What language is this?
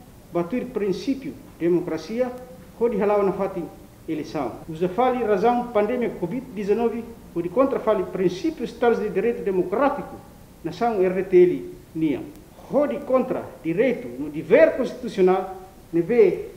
Tetum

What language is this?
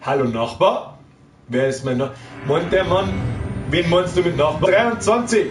Bavarian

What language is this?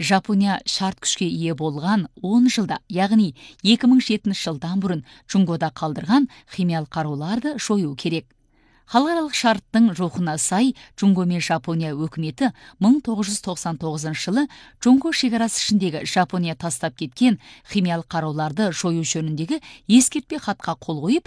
Kazakh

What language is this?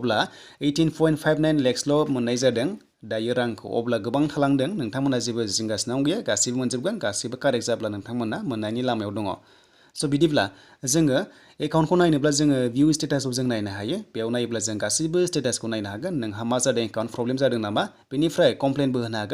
Bodo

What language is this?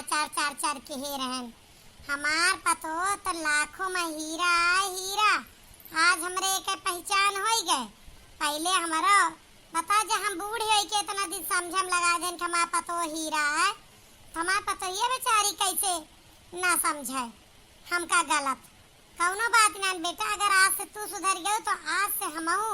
Awadhi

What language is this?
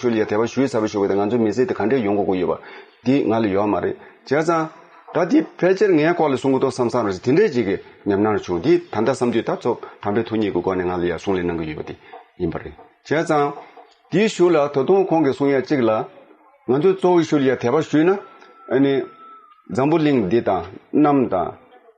Tibetan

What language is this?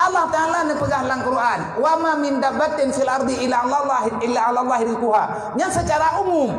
Achinese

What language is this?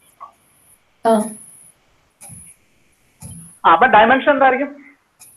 Malayalam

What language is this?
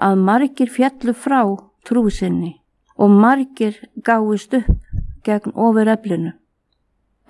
Icelandic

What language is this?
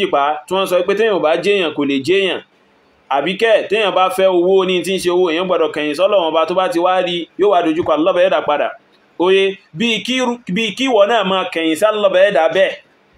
Yoruba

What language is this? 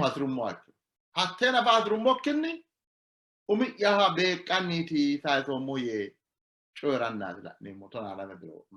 Sidamo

